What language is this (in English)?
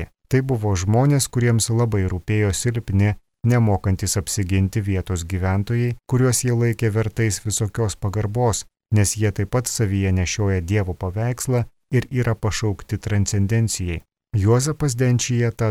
Lithuanian